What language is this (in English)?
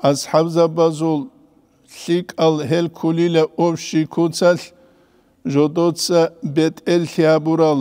Avaric